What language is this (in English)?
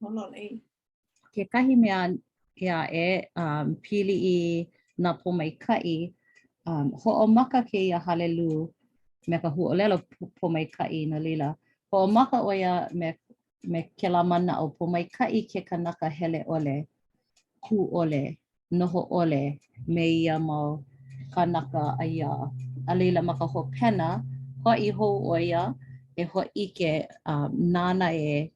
Hawaiian